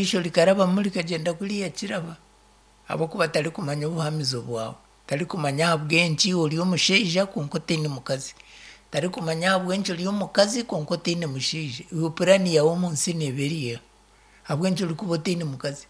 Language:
Nyankole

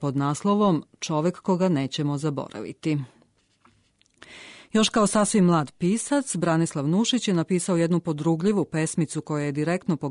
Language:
Serbian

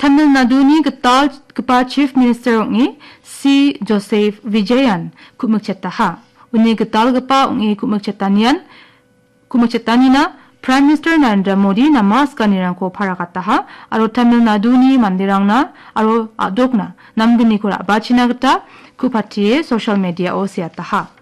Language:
Garo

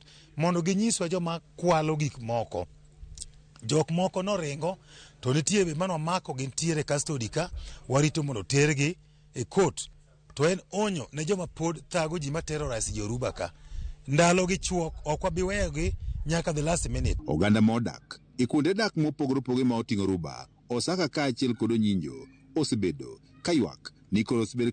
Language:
Luo (Kenya and Tanzania)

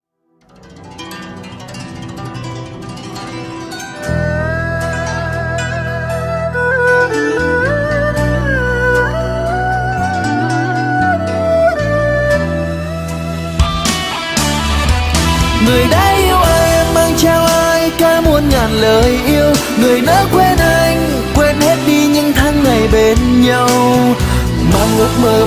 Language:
Vietnamese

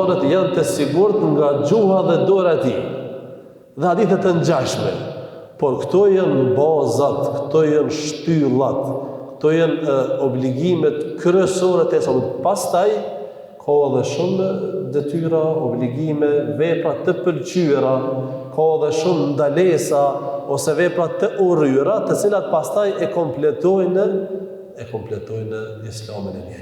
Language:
Albanian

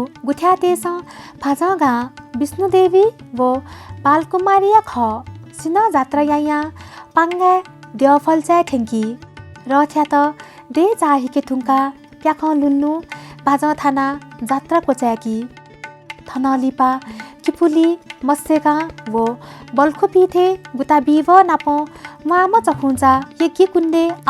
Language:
Newari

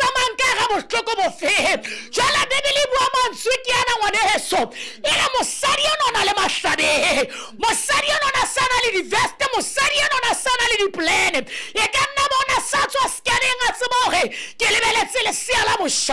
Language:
Southern Sotho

